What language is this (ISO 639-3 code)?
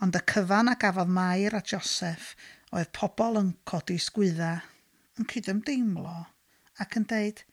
cym